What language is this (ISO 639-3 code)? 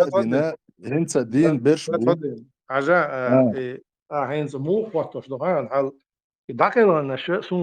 che